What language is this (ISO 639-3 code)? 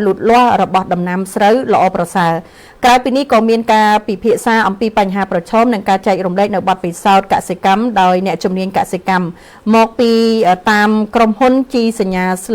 khm